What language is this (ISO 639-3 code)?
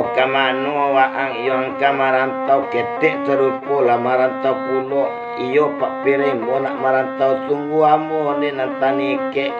min